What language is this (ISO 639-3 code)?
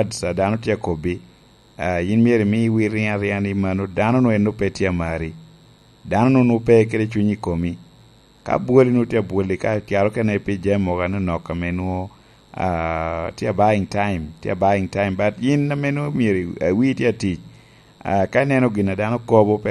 laj